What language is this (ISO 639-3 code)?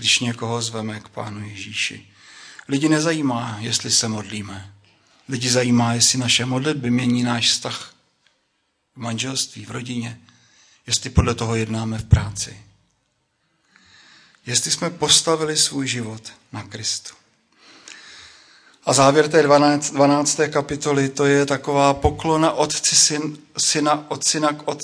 ces